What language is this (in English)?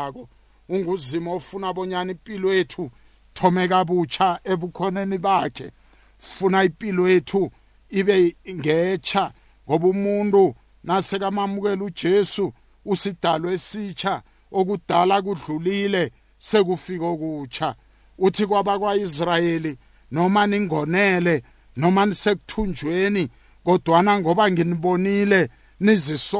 South Ndebele